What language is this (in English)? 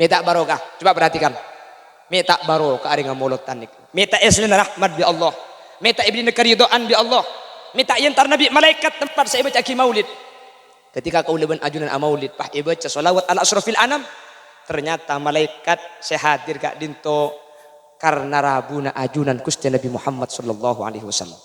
Madurese